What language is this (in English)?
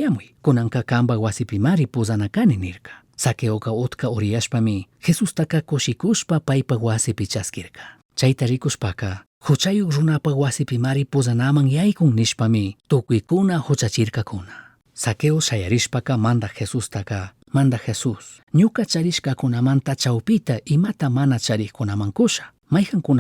Chimborazo Highland Quichua